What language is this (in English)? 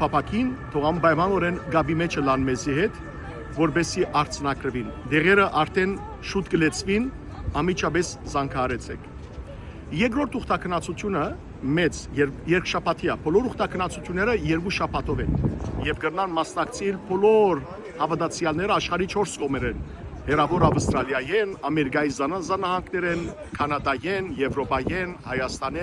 Western Armenian